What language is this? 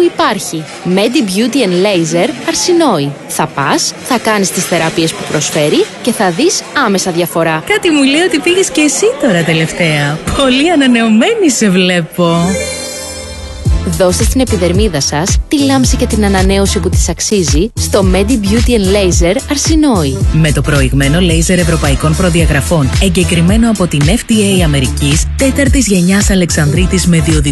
Greek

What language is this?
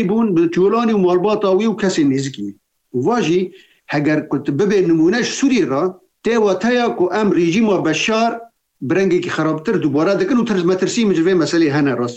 Kurdish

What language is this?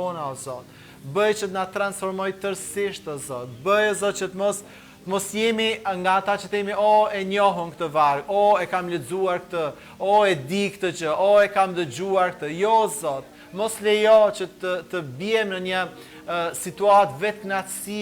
Albanian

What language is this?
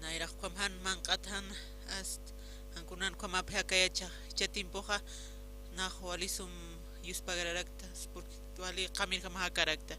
Aymara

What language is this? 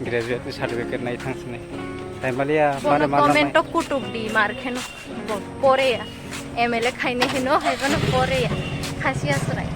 Kok Borok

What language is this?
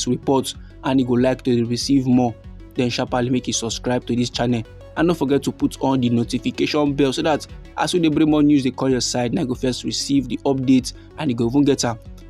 Nigerian Pidgin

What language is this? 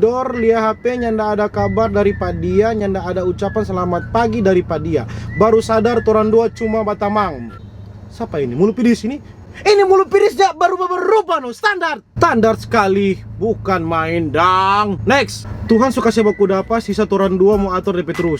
Manado Malay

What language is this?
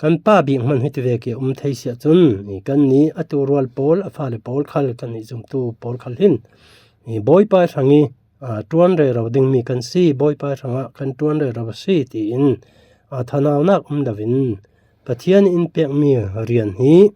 Falam Chin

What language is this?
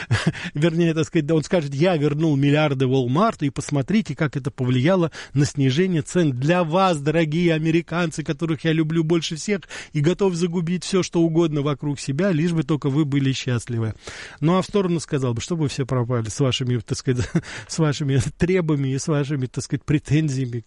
Russian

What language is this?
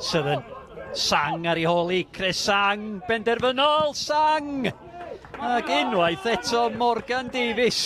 Welsh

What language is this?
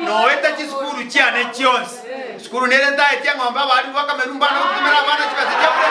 Gusii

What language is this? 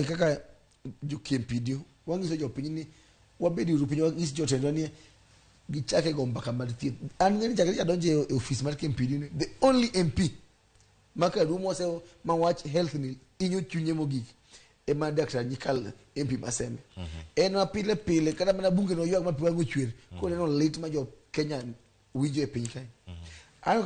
Luo (Kenya and Tanzania)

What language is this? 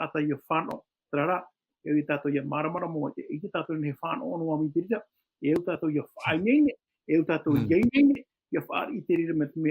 Tahitian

